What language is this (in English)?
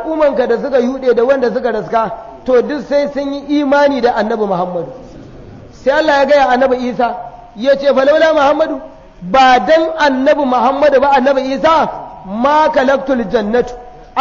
Hausa